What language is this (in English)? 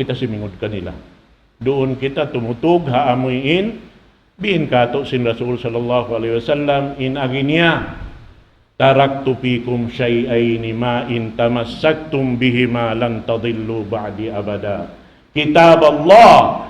Tausug